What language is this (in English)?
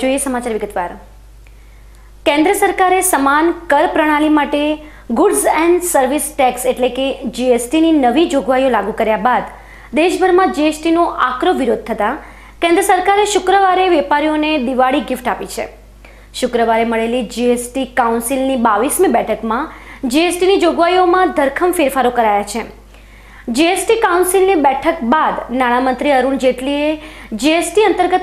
Gujarati